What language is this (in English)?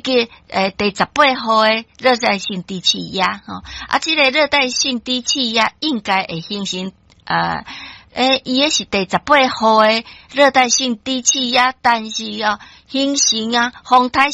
Min Nan Chinese